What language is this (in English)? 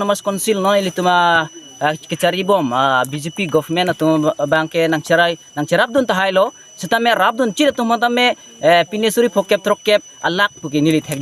Karbi